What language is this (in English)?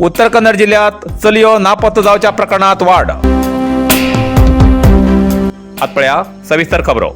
Konkani